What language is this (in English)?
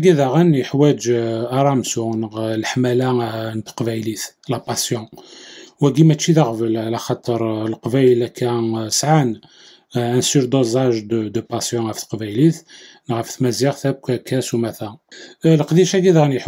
Kabyle